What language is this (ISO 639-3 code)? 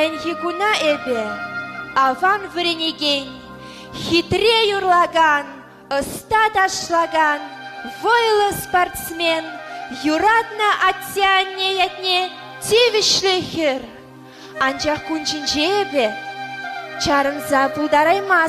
chv